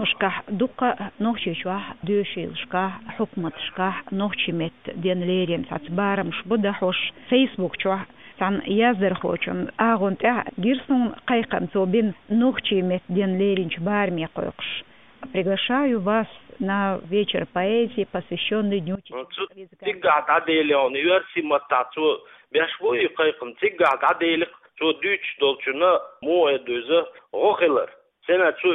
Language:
Chechen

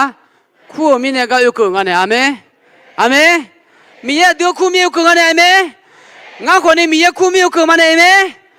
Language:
Akha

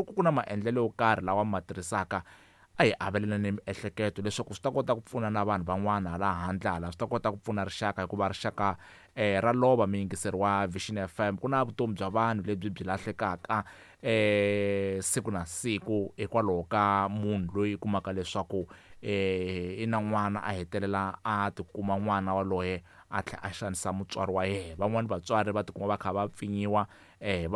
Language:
Tsonga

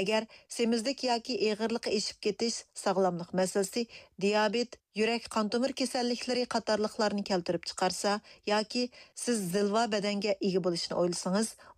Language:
Uyghur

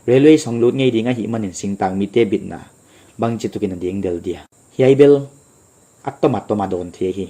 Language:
Paite Chin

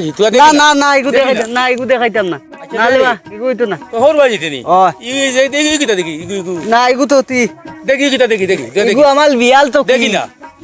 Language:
Sylheti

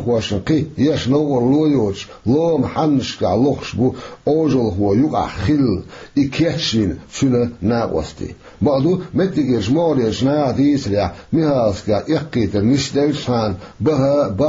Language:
Chechen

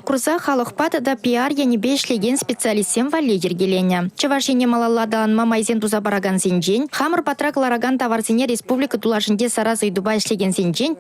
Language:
Chuvash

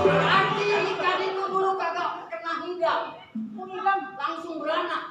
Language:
Betawi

